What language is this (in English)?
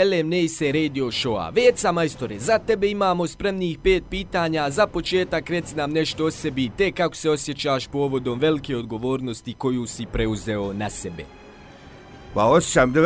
Bosnian